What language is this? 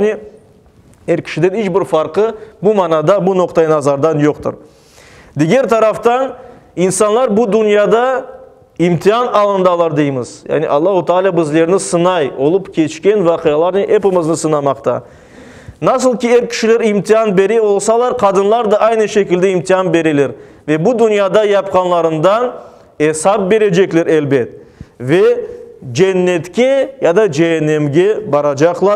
Crimean Tatar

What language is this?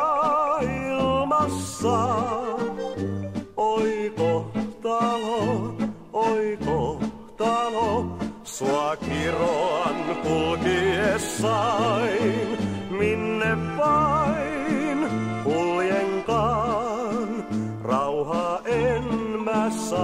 Finnish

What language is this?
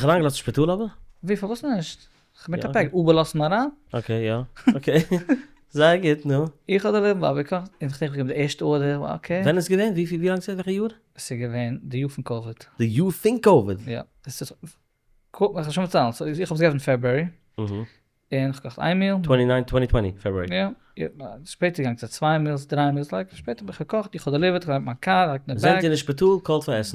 Yiddish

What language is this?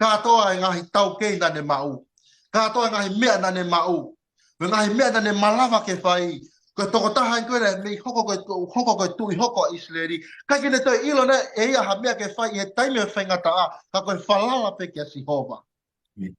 Tongan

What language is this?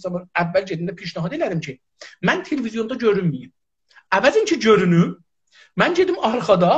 South Azerbaijani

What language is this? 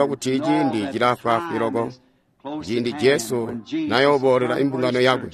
Tonga (Zambia)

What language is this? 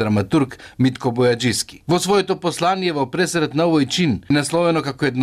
Macedonian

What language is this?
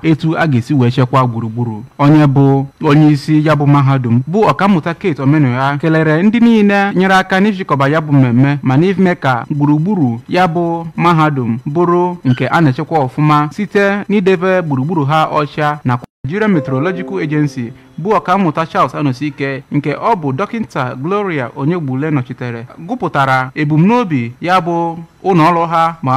Igbo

